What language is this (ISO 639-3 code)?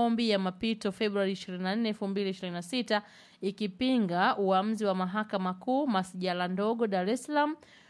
swa